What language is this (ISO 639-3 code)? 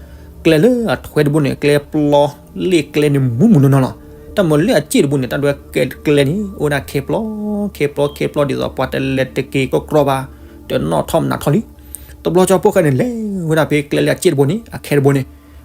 ksw